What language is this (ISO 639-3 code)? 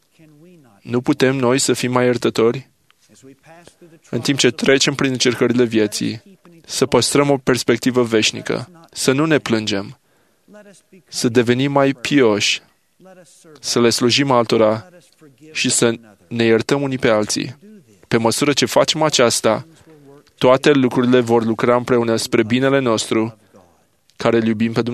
ron